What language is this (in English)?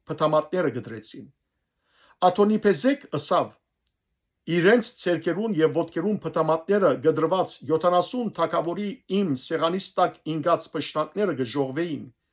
Western Armenian